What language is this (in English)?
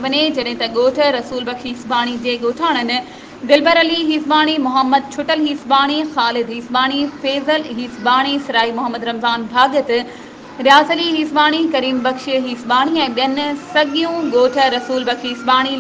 Sindhi